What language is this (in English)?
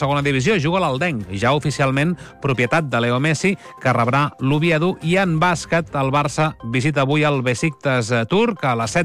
Catalan